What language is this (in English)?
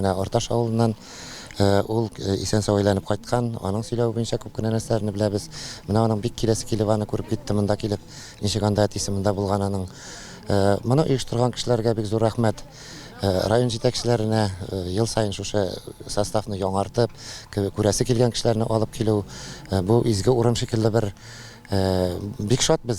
Tatar